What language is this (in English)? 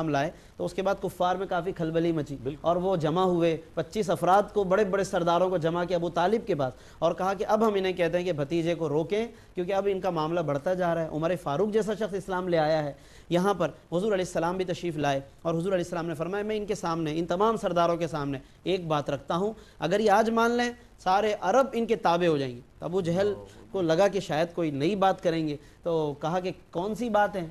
Urdu